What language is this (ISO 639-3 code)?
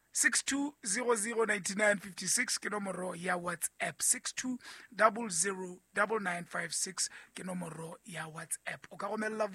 sot